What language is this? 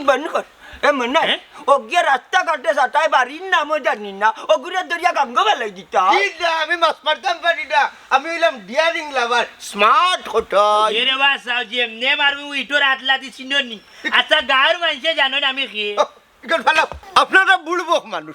Sylheti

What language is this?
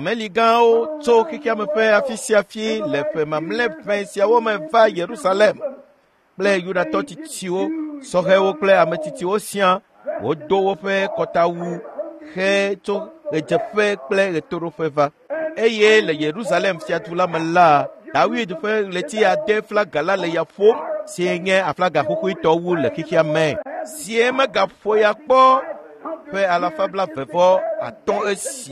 Ewe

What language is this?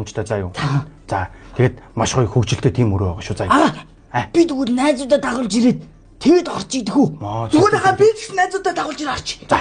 Mongolian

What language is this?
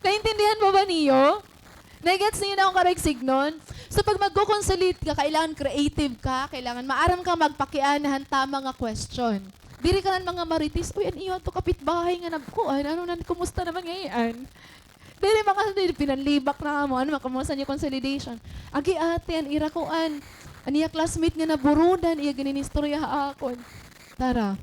Waray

